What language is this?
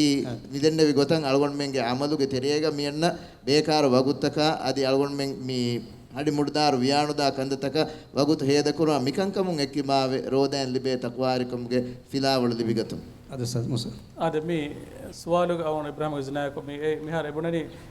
Divehi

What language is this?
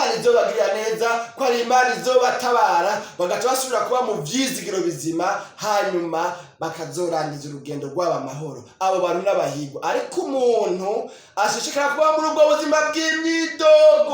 Rundi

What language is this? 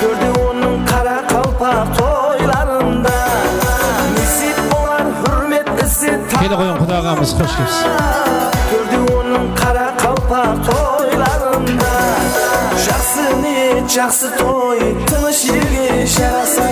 Kara-Kalpak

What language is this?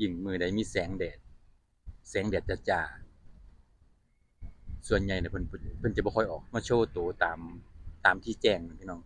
Northeastern Thai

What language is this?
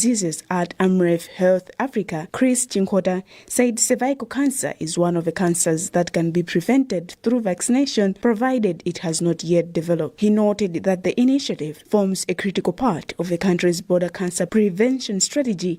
English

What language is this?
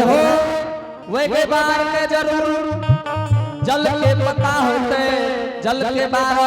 Angika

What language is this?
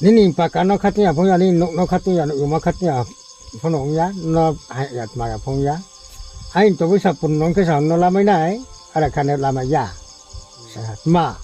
Riang (India)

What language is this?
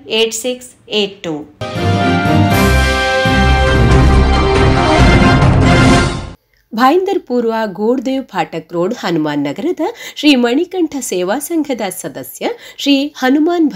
Kannada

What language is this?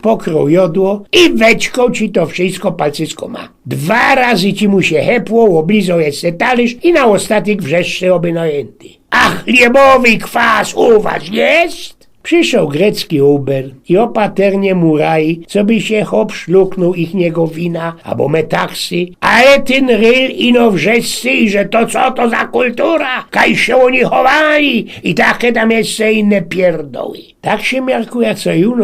Silesian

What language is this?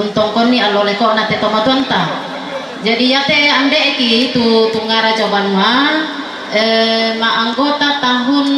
Toraja-Sa'dan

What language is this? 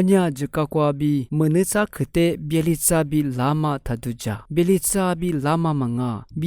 Lisu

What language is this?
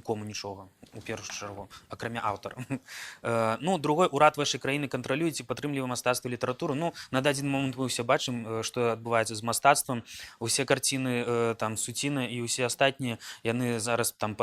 Belarusian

